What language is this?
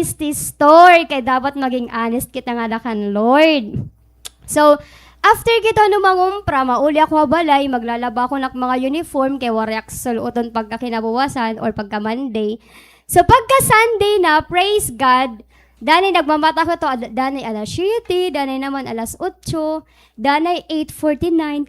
Waray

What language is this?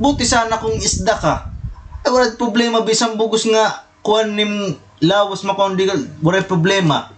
Waray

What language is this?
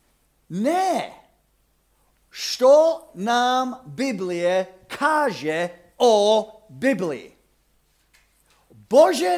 Croatian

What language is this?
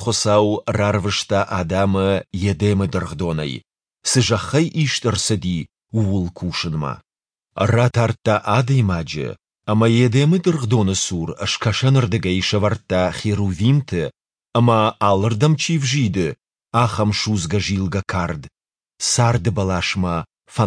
Ossetic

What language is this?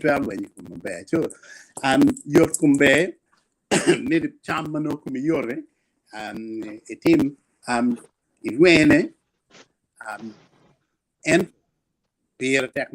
Acoli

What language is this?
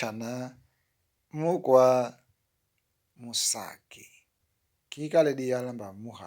Kimbundu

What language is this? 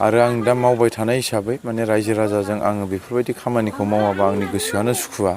Bodo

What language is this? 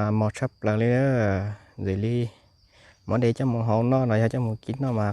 Hmong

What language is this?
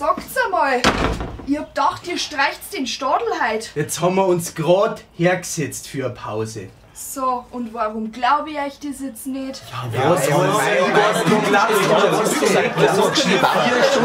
Bavarian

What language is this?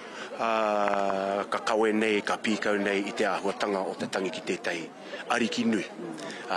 Māori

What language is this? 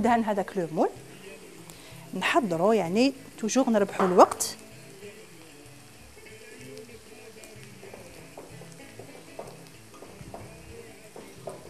Algerian Arabic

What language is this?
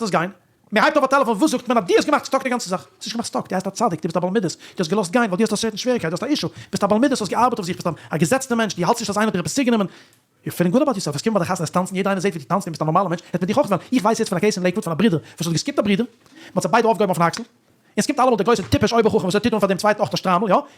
Yiddish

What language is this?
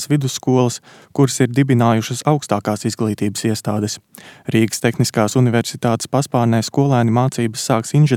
Latvian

